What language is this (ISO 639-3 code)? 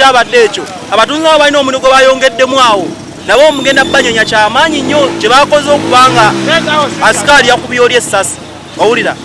lug